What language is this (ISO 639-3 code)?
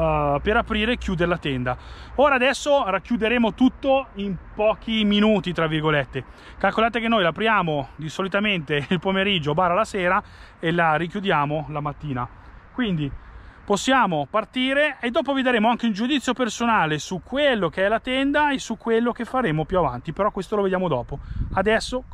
ita